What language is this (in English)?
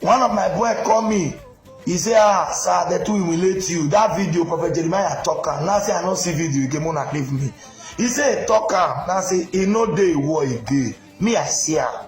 Nigerian Pidgin